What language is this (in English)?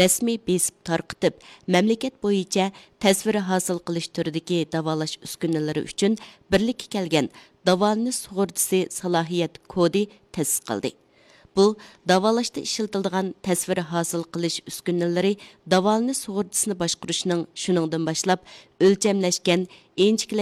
Uyghur